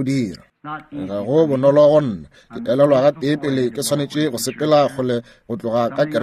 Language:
Northern Sotho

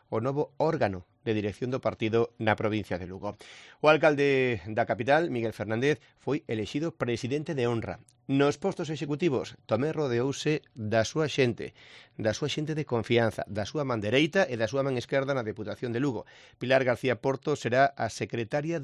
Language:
Galician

